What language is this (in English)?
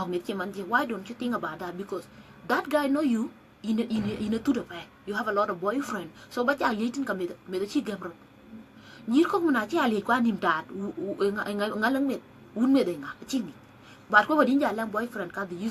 Dinka